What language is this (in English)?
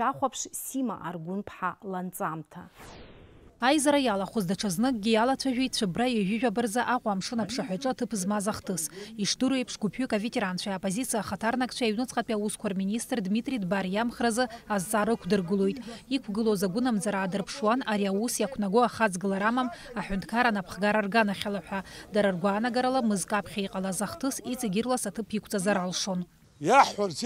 Abkhazian